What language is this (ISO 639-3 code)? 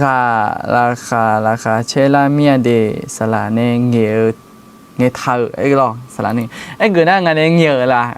ahk